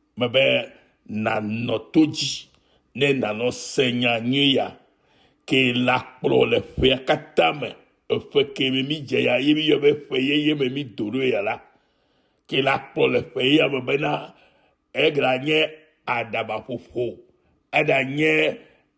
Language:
Ewe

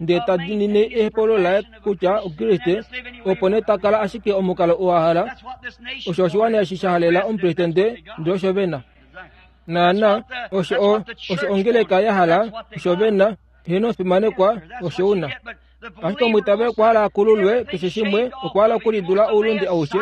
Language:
Kuanyama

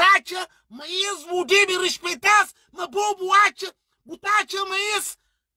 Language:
Kabuverdianu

